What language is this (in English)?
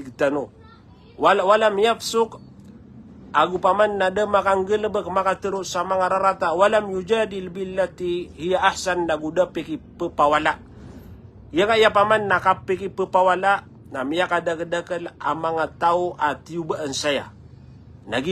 Maranao